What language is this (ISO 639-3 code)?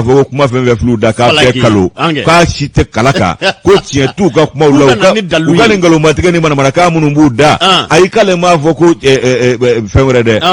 bam